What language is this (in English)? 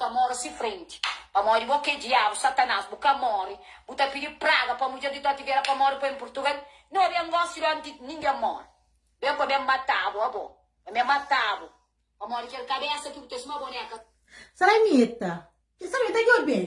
Kabuverdianu